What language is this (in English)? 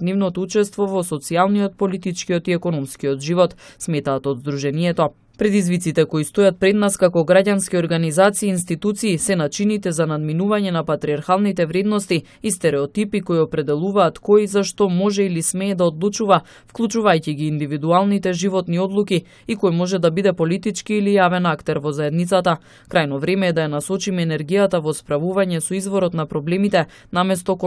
Macedonian